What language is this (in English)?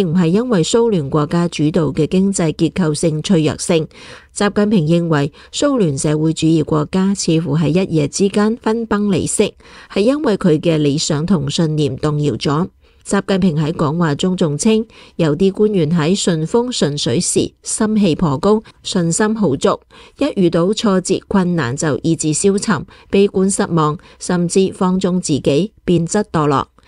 Cantonese